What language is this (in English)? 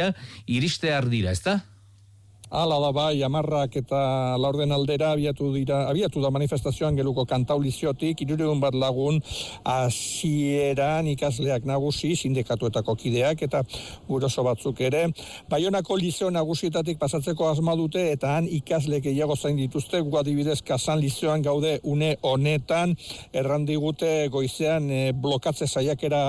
Basque